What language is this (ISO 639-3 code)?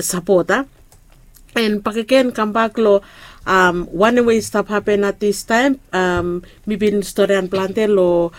bis